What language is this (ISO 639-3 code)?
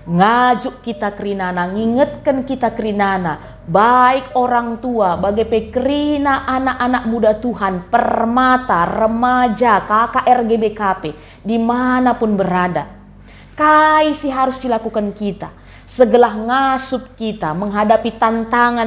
btx